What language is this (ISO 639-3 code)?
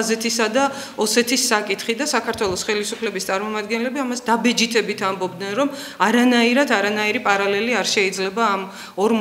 kat